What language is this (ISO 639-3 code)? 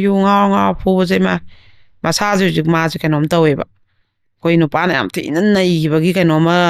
mni